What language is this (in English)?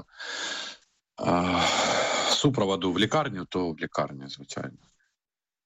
Ukrainian